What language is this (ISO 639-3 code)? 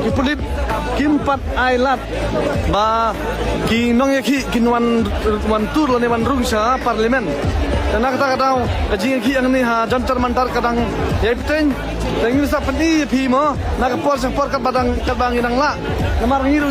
kha